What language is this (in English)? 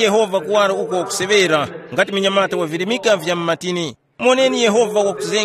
Tumbuka